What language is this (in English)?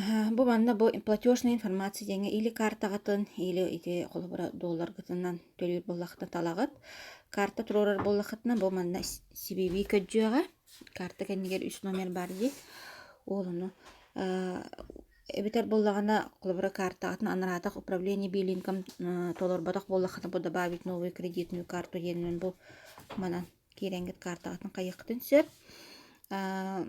Yakut